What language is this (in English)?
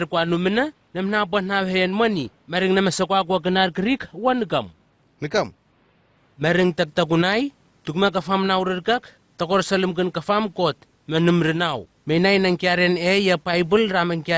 Southwest Tanna